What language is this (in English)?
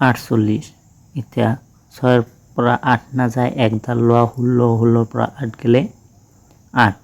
Assamese